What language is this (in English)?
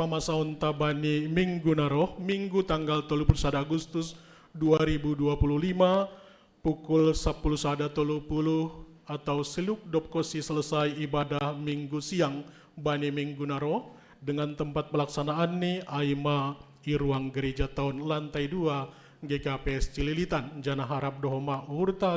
Batak Simalungun